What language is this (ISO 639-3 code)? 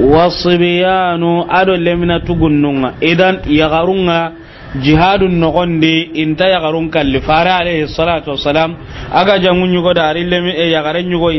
snk